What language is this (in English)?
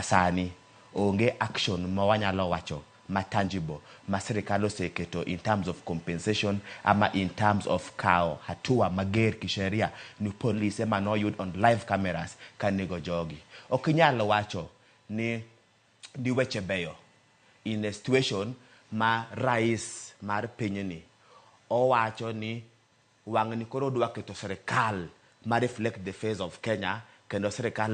Luo (Kenya and Tanzania)